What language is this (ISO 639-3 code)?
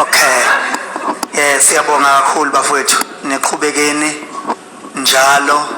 zul